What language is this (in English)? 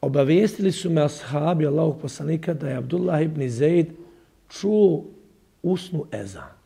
Bosnian